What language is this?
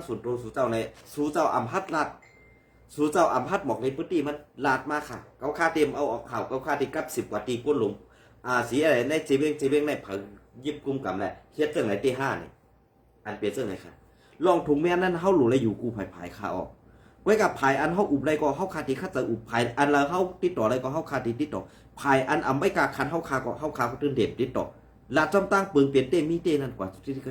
Shan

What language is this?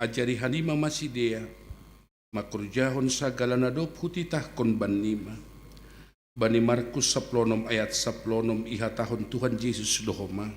Batak Simalungun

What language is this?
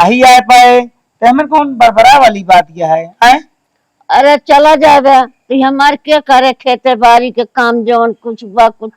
Awadhi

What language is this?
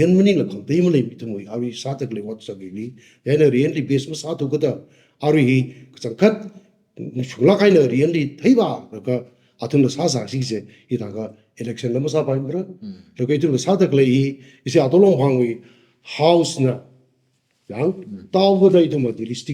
Tangkhul Naga (India)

